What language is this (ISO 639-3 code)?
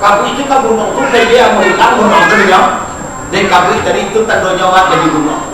min